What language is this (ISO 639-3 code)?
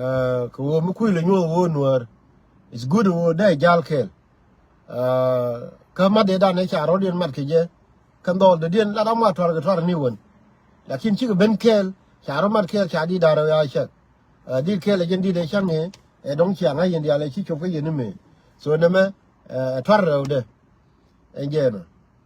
nus